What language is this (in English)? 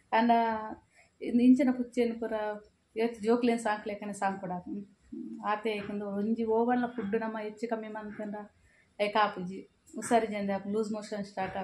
Tulu